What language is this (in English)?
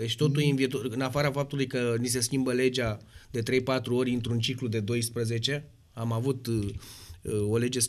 Romanian